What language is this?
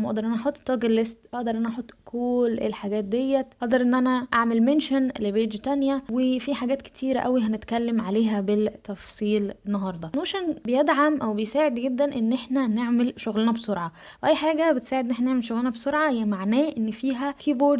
Egyptian Arabic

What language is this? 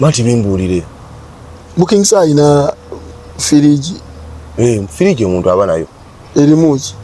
Ganda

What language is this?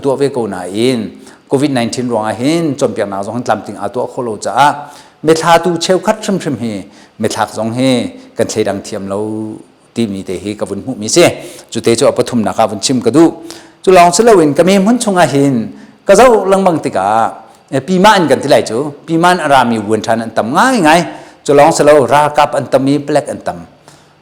Hakha Chin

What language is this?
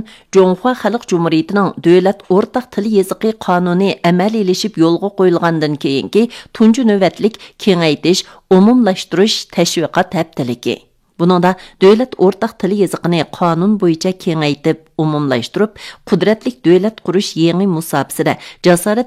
Uyghur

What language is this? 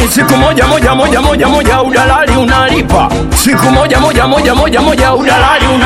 Swahili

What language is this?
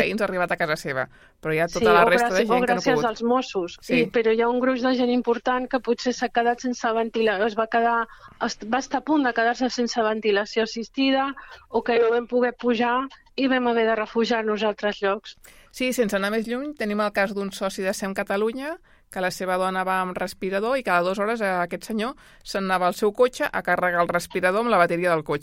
Catalan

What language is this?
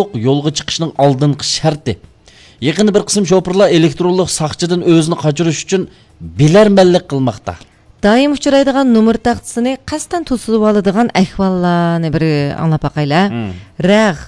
Uyghur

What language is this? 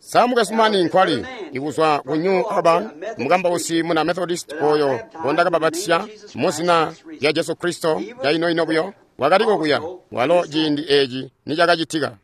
Tonga (Zambia)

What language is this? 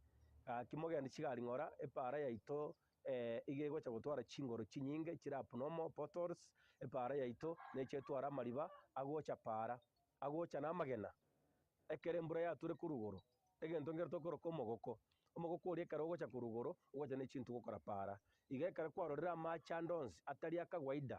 Gusii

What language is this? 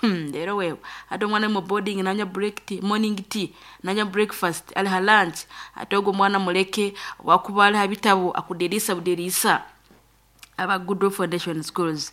Nyoro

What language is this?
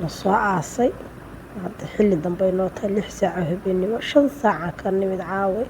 Somali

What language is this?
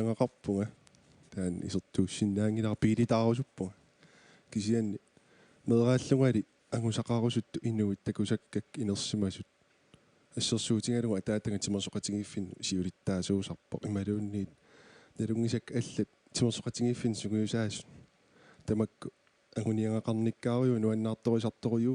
Kalaallisut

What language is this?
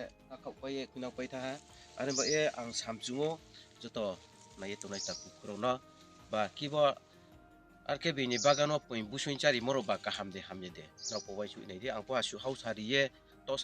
Riang (India)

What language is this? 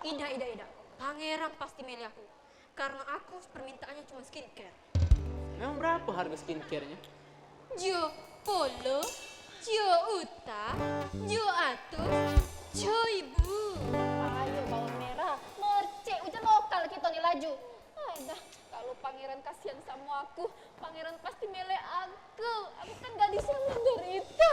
Musi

